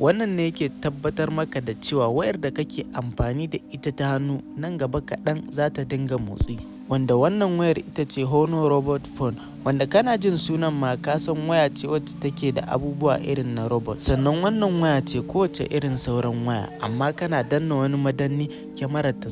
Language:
Hausa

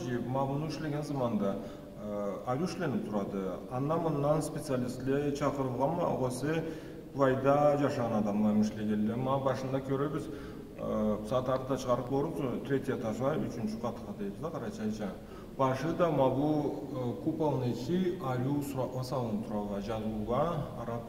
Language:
Karachay-Balkar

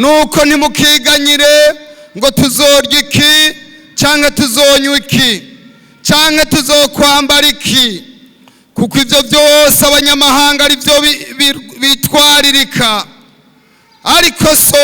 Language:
Rundi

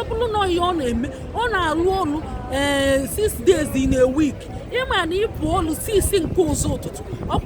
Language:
Igbo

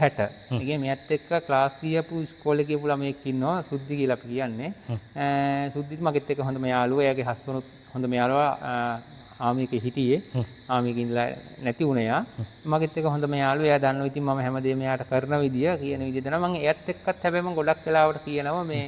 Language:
Sinhala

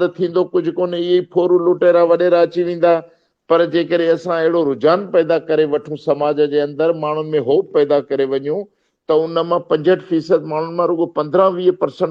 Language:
Sindhi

